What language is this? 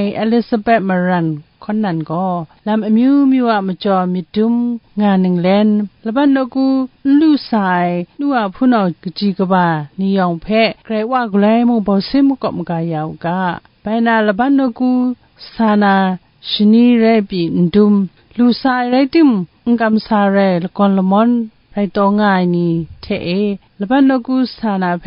Kachin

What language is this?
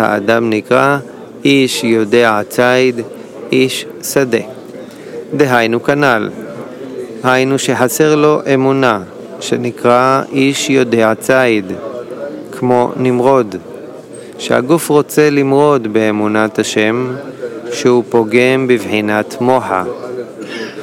Hebrew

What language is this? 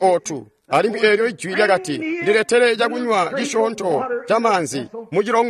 Tonga (Zambia)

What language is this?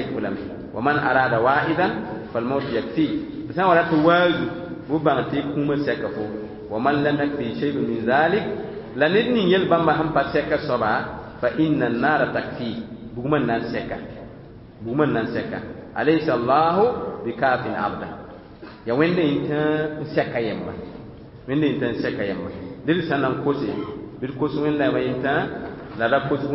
Mossi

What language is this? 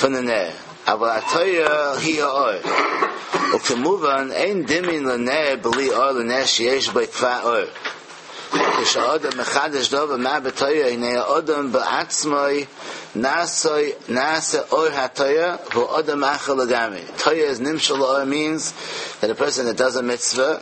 Yiddish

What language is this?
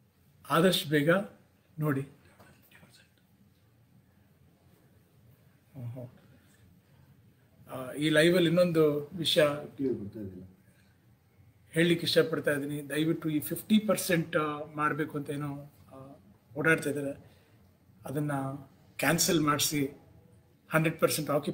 Kannada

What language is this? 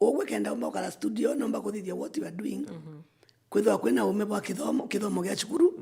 Meru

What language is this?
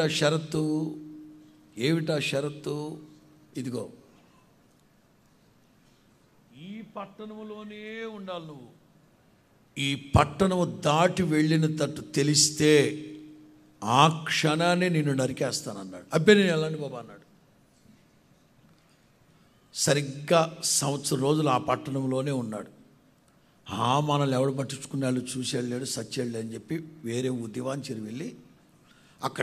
Telugu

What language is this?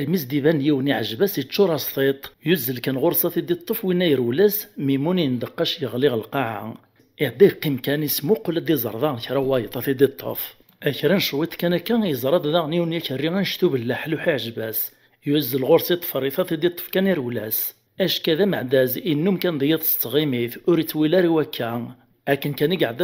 Kabyle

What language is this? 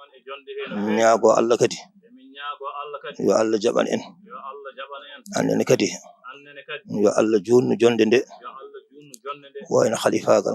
Fula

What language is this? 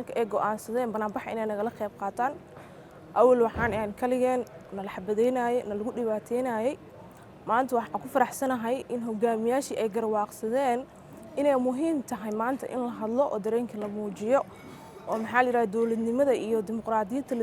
Somali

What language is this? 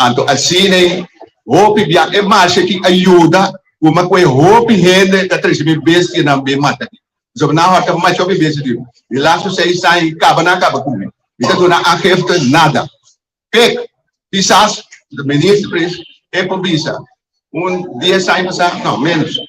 Papiamento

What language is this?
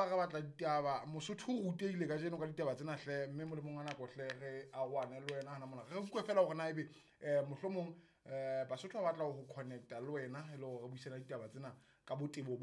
Southern Sotho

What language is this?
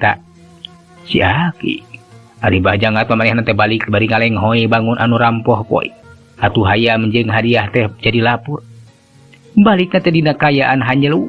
Sundanese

